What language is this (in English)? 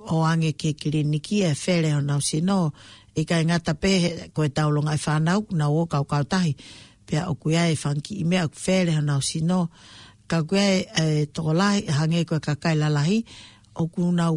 Tongan